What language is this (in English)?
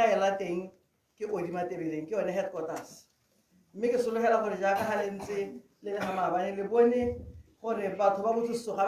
Tswana